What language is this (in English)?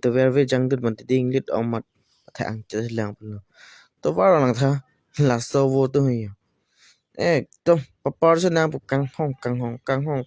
Karbi